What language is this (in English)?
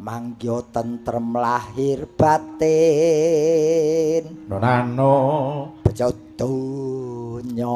Javanese